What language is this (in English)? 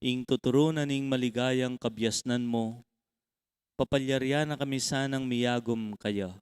Pampanga